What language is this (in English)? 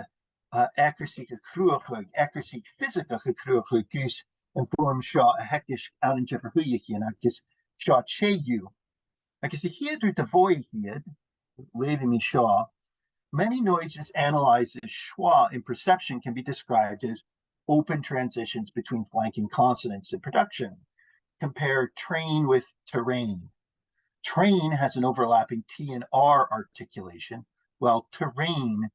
Scottish Gaelic